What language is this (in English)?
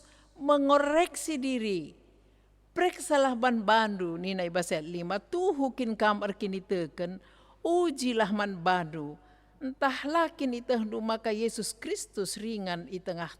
Batak Karo